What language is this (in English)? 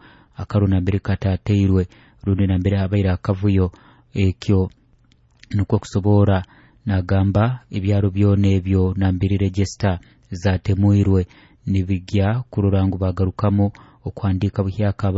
Nyoro